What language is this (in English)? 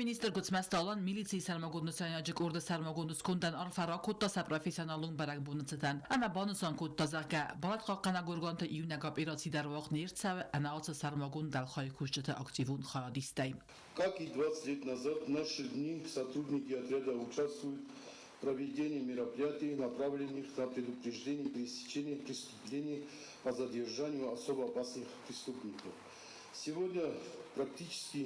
Ossetic